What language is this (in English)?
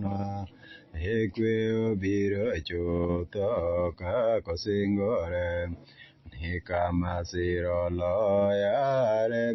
Luo (Kenya and Tanzania)